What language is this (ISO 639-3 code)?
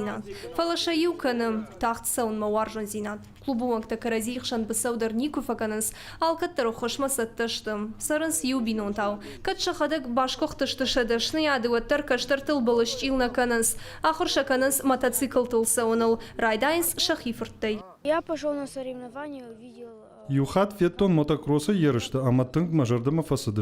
oss